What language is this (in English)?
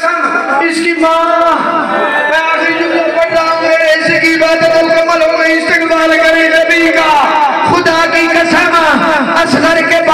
Urdu